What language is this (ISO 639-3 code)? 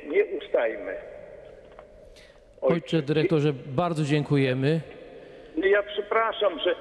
pol